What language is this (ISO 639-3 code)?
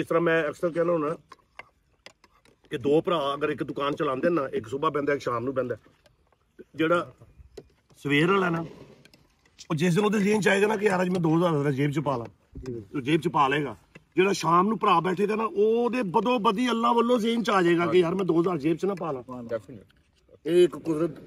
pan